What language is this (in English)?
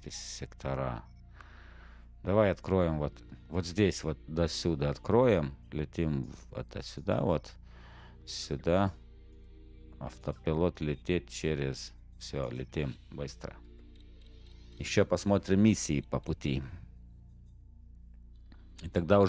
Russian